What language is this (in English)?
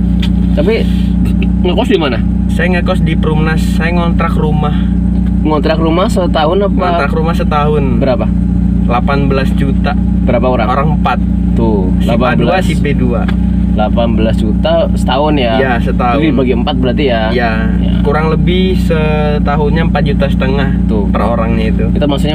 Indonesian